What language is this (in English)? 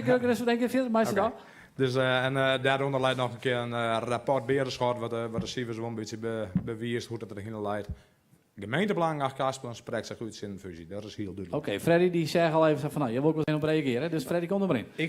Western Frisian